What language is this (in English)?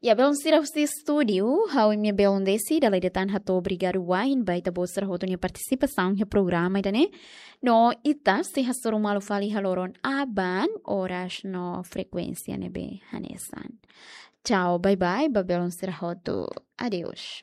Tetum